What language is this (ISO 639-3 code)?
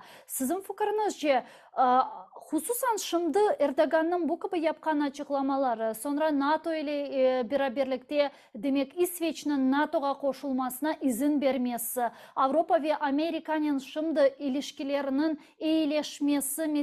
crh